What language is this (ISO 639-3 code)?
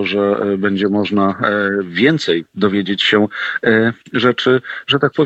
pol